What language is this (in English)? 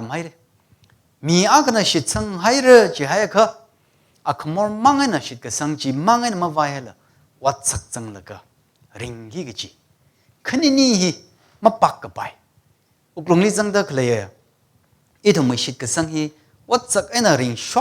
Tangkhul Naga (India)